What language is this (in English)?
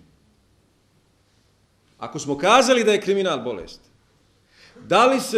Bosnian